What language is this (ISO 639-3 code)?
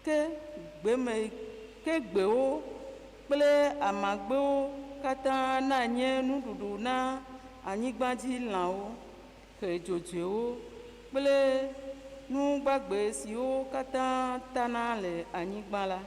ewe